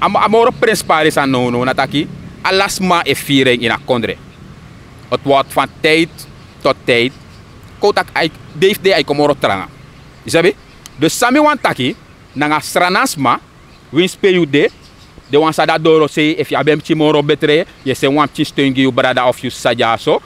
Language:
Sranan Tongo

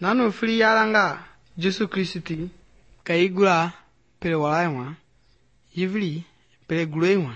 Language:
Mende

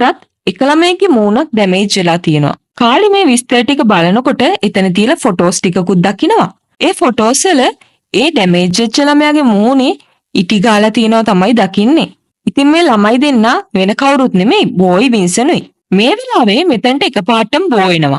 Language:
Sinhala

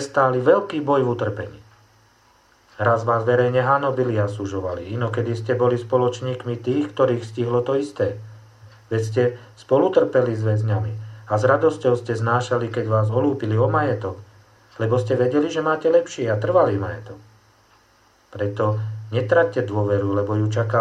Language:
Slovak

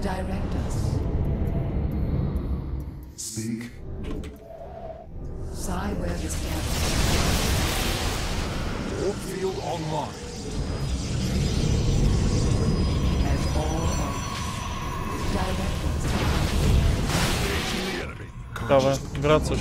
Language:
Polish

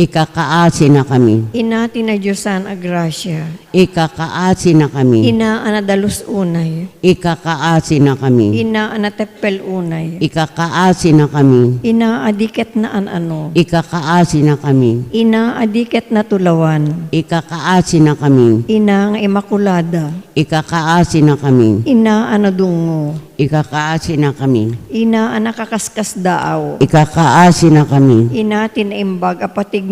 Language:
Iloko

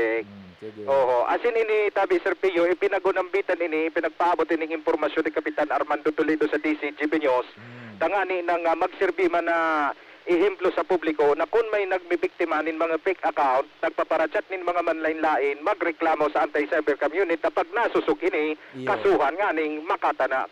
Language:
Bikol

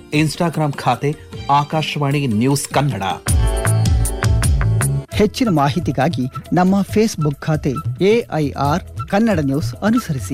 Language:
Kannada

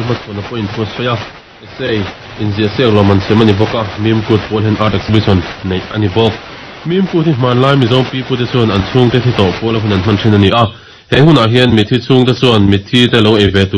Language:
Mizo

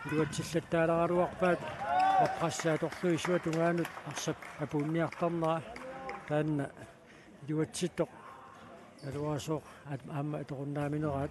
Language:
Kalaallisut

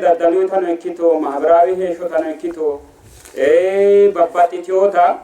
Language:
Sidamo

